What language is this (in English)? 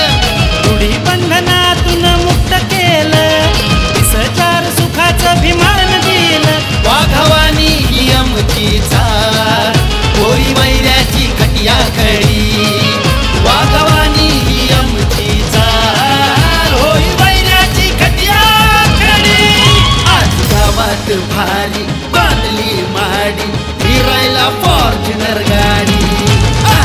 Marathi